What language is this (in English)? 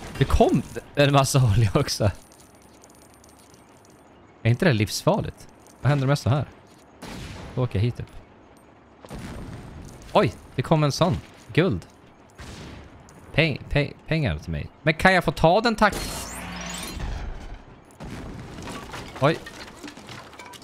Swedish